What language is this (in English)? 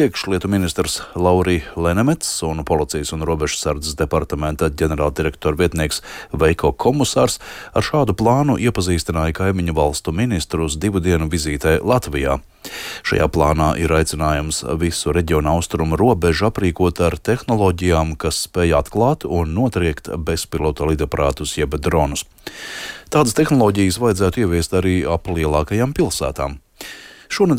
Latvian